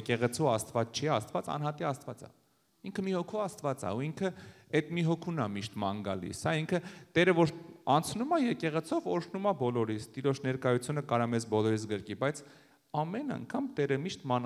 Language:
Armenian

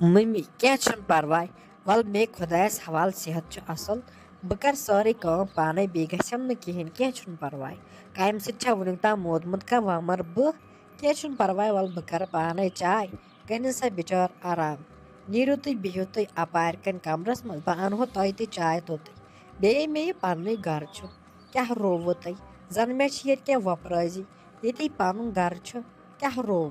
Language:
Kashmiri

